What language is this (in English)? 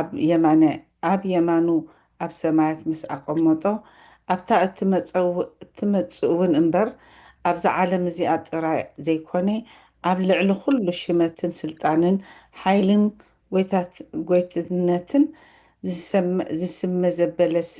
Tigrinya